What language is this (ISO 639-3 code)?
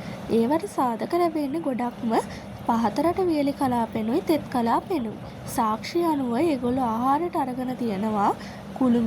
sin